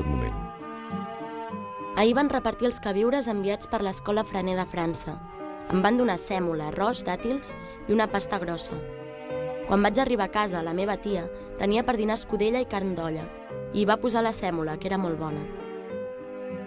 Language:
Catalan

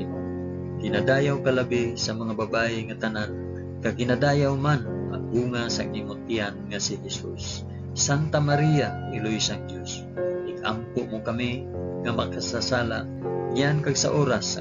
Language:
Hiligaynon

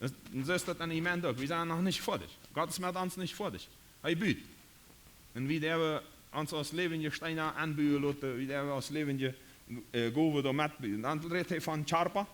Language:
Plautdietsch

